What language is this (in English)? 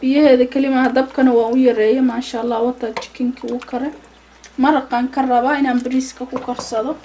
Somali